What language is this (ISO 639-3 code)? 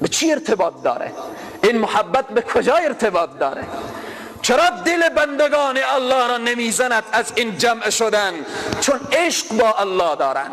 fas